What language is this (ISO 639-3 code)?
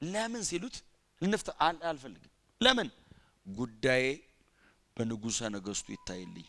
amh